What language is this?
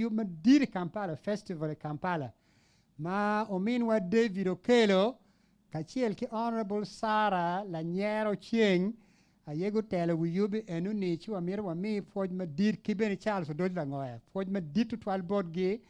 Acoli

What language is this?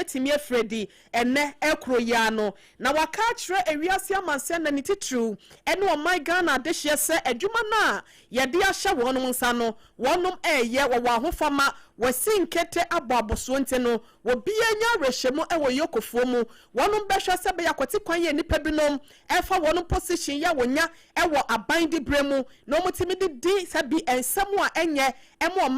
Akan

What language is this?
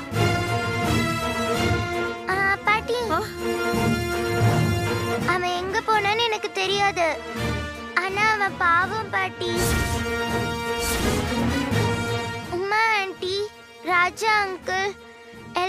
Tamil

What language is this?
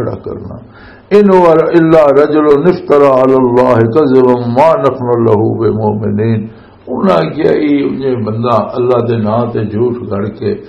Western Panjabi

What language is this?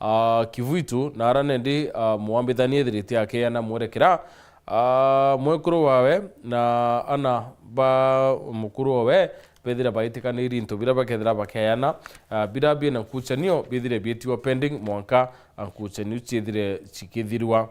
Meru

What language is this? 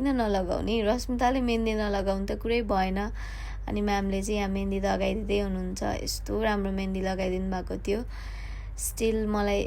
Nepali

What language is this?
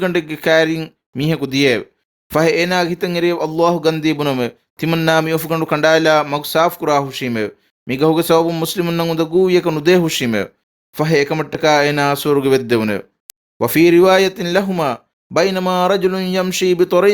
Divehi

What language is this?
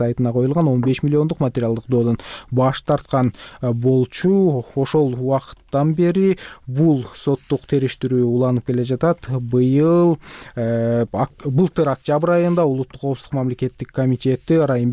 Kyrgyz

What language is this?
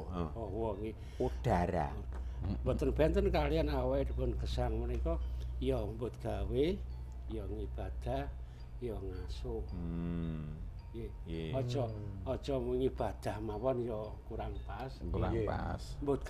Javanese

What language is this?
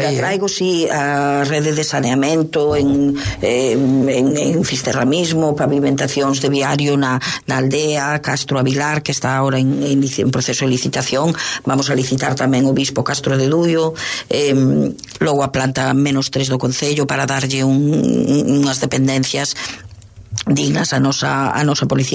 Galician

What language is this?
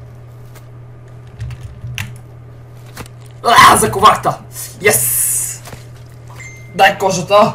Bulgarian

